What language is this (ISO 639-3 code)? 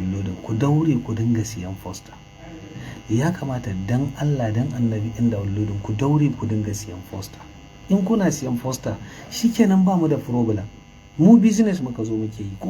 hau